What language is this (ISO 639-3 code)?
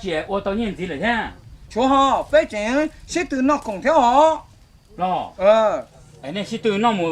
hmn